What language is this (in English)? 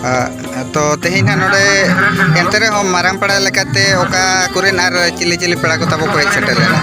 Santali